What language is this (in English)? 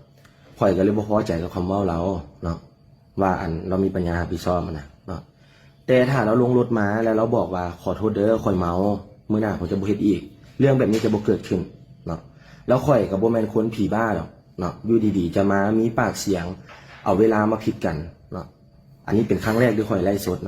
Lao